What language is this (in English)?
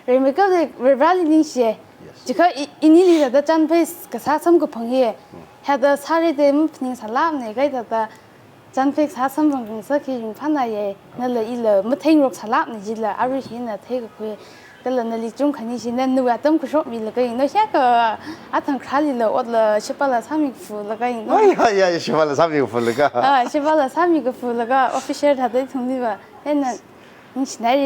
Tangkhul Naga (India)